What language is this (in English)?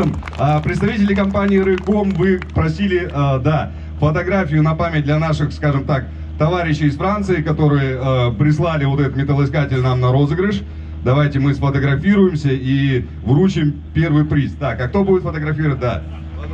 Russian